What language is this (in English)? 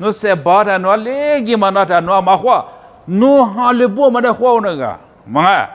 Lisu